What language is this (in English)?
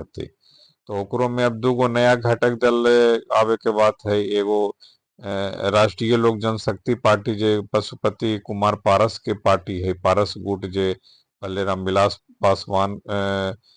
Magahi